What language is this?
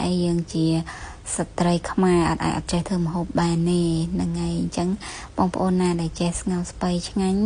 Khmer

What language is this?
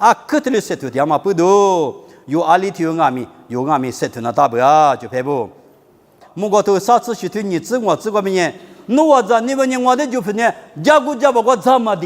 Lisu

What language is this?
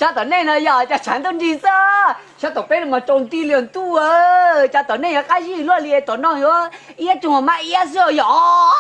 Hmong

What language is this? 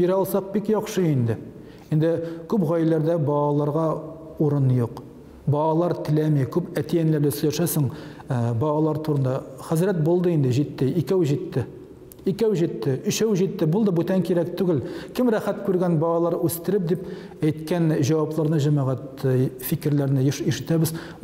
Tatar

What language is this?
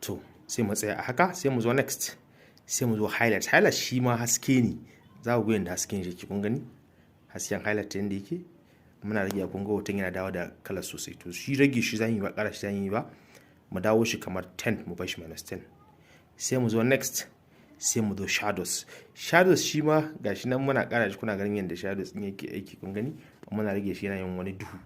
Hausa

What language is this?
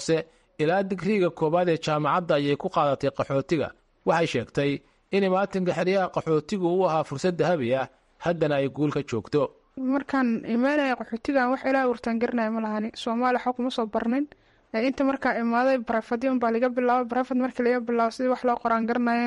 Somali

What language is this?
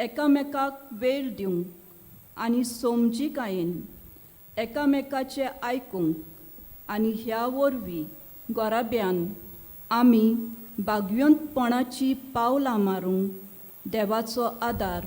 Konkani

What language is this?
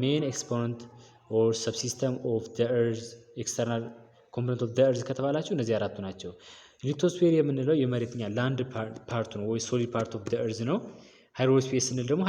Amharic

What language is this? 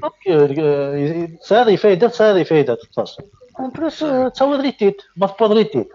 Kabyle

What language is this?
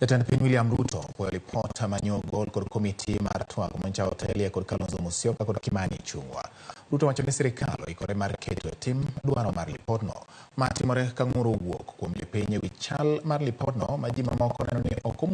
Luo (Kenya and Tanzania)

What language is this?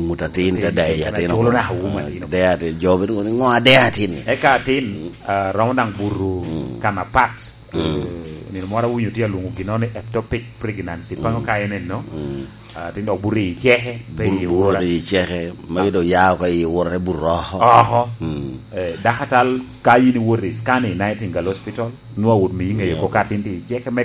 Lango (Uganda)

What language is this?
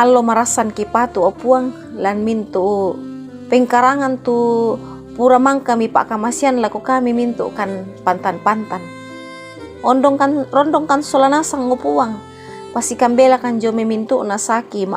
Toraja-Sa'dan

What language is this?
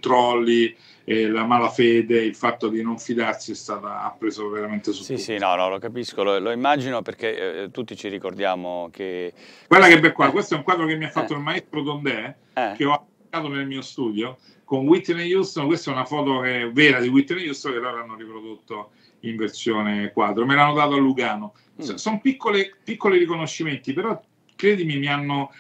Italian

